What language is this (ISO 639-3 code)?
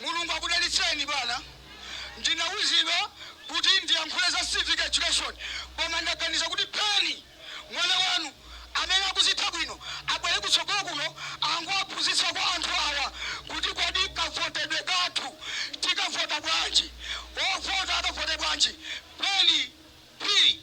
nya